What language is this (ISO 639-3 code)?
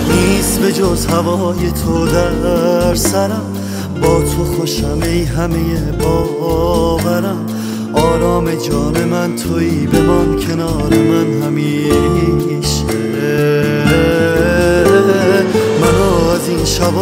fas